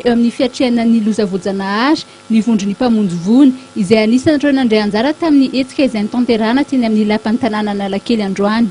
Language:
Malagasy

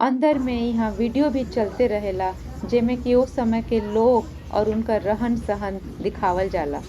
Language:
Bhojpuri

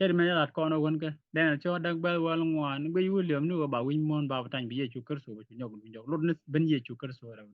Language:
Nuer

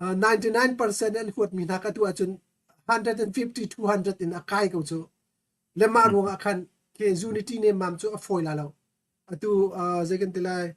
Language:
Hakha Chin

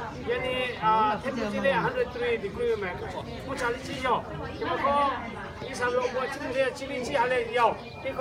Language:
Lahu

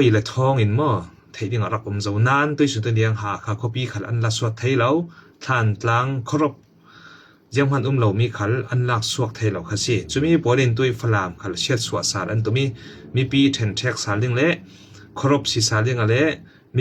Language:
Falam Chin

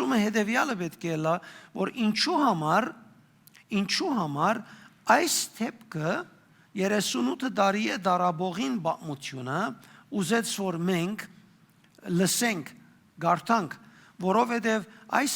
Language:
Western Armenian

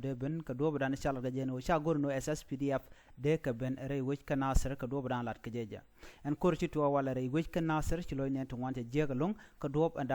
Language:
Nuer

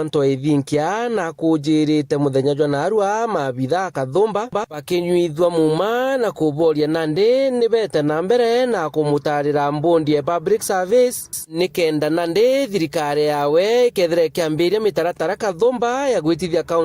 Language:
Meru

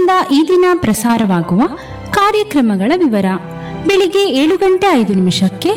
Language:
Kannada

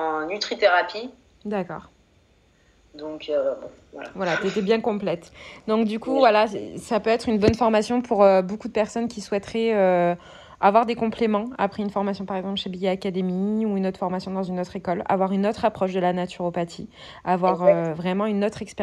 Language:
French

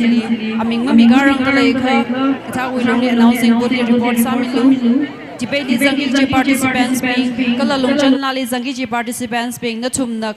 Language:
Tangkhul Naga (India)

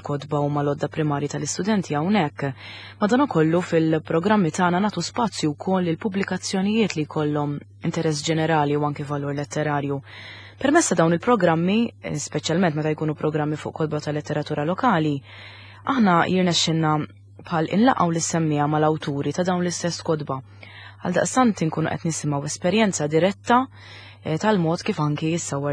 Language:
Maltese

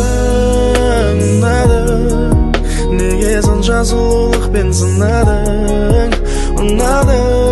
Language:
Kara-Kalpak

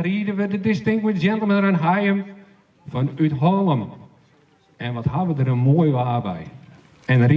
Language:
Western Frisian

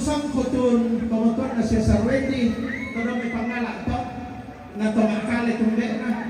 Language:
Toraja-Sa'dan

